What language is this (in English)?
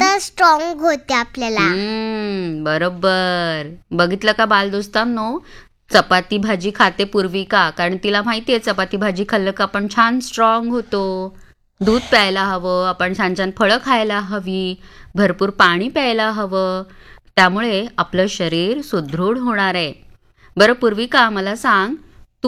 Marathi